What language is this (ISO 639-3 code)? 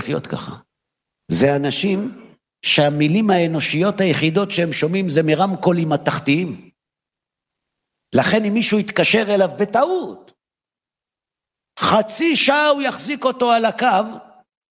heb